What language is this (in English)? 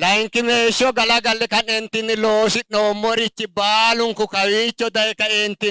Sidamo